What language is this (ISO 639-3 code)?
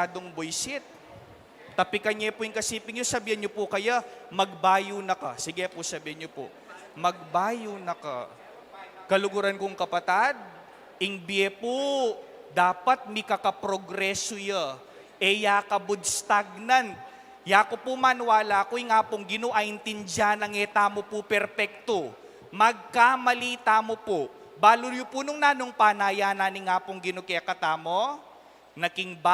pam